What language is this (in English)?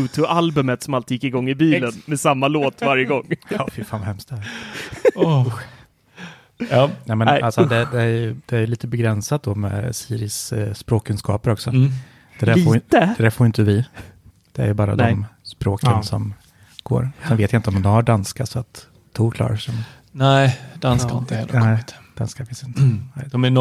Swedish